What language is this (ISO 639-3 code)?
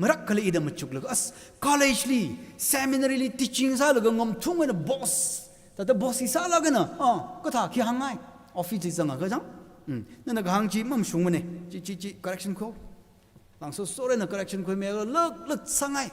nmf